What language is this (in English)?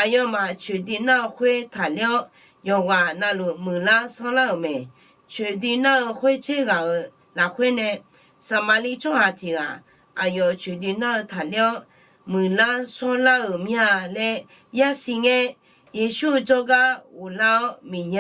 Akha